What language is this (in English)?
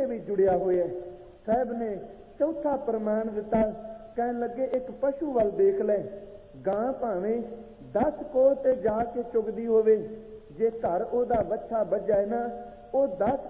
Punjabi